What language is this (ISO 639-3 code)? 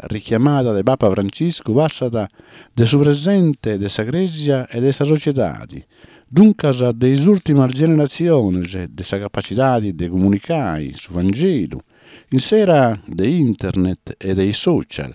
srd